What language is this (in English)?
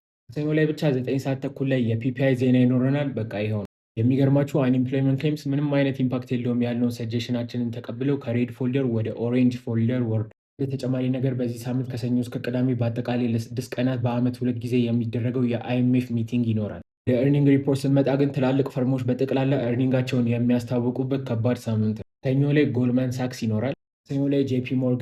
Amharic